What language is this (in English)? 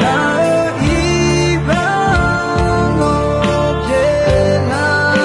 Akha